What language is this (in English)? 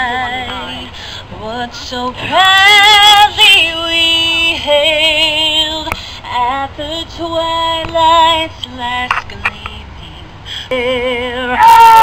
English